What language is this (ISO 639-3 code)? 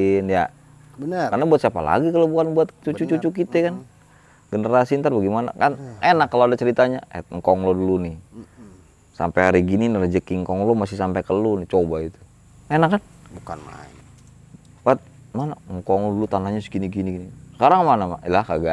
bew